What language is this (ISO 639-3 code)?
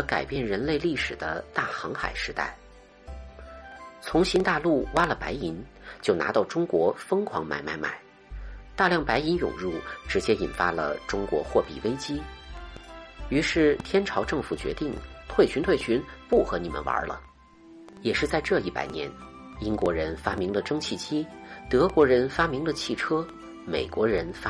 zho